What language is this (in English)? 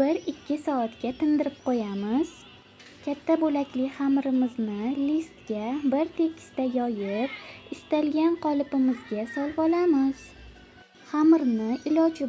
Uzbek